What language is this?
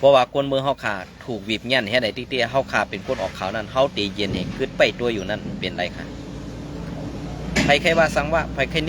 Shan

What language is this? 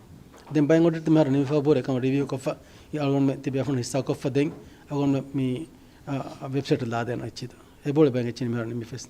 Divehi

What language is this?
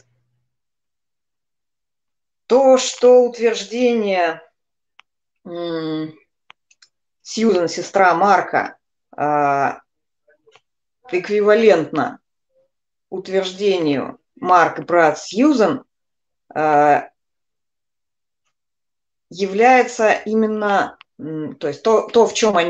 Russian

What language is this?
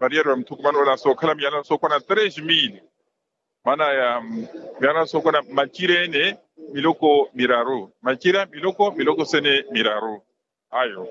Makhuwa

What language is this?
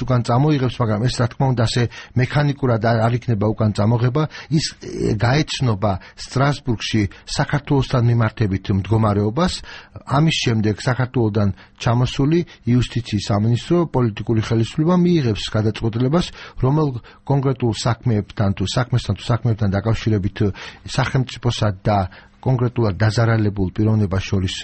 Georgian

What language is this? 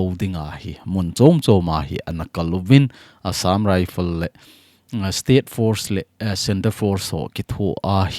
Thado Chin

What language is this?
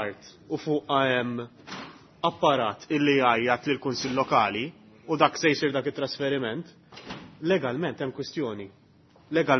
Maltese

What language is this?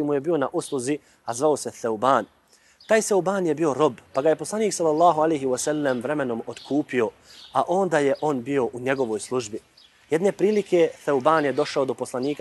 Bosnian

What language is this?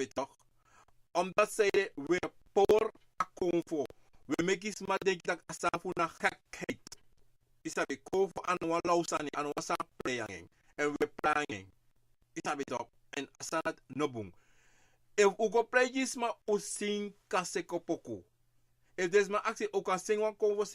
Sranan Tongo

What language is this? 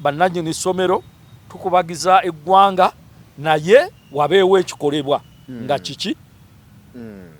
Ganda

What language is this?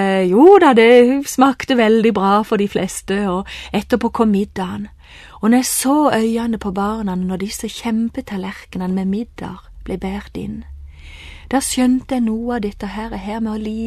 Norwegian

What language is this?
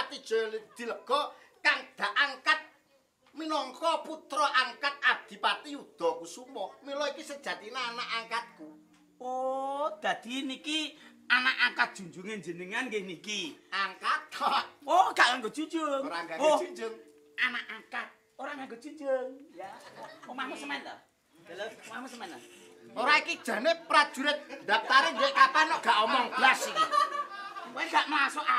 Javanese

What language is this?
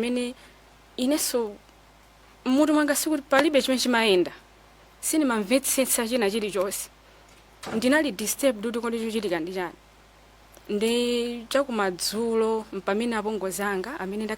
Nyanja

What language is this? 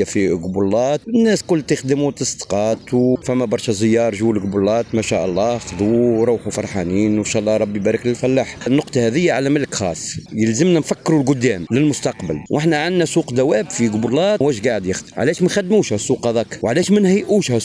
Tunisian Arabic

